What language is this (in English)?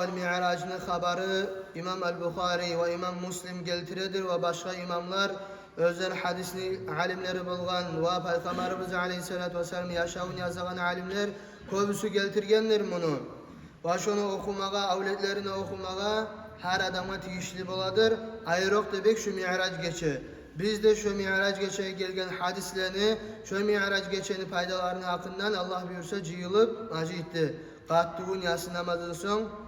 Kumyk